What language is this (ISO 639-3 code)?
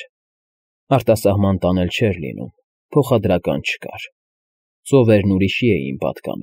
hye